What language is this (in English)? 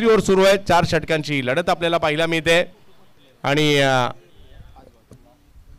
Marathi